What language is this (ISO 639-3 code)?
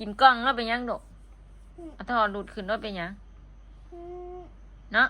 tts